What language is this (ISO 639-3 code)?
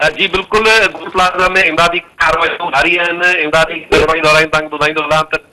snd